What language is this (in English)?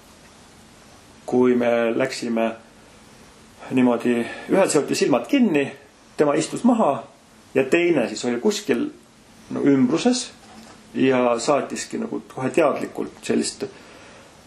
Estonian